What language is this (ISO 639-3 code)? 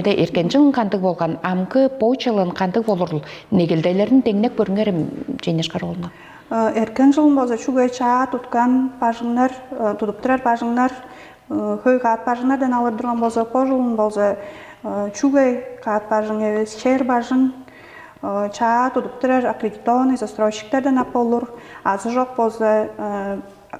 tyv